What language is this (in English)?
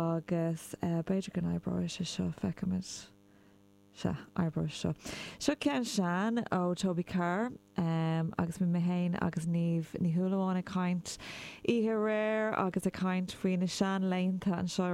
Irish